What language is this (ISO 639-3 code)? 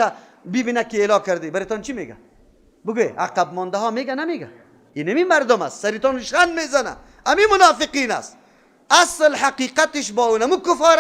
fas